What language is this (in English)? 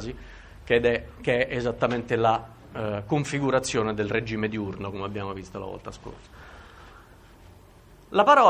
Italian